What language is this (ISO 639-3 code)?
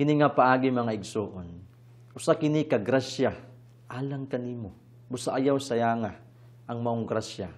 ceb